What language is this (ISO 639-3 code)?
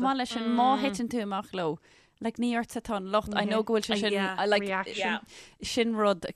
gle